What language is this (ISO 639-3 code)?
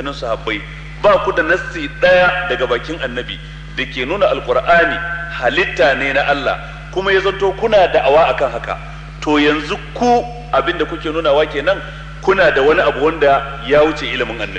hau